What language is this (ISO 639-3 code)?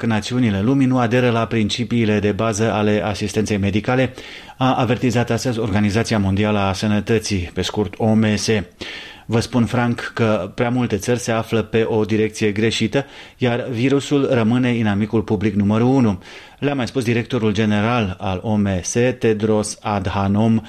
ron